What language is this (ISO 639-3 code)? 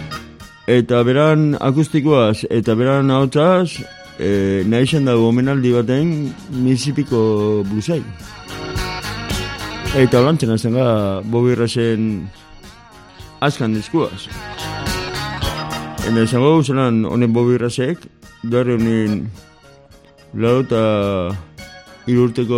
eus